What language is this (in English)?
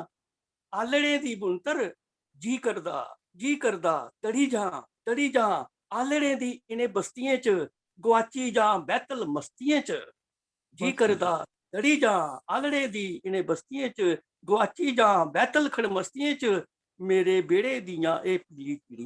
Dogri